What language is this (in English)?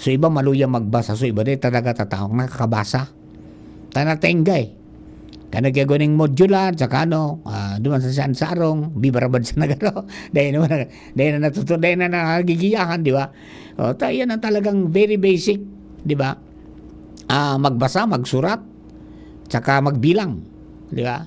Bikol